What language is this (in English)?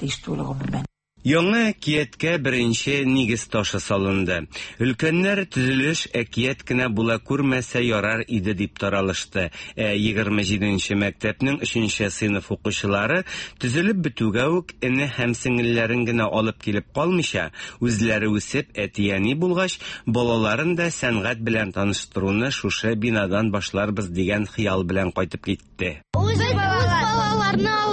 Tatar